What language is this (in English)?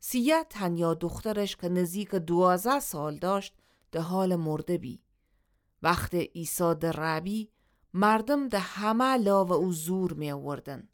Gilaki